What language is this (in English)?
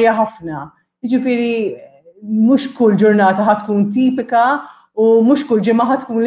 Maltese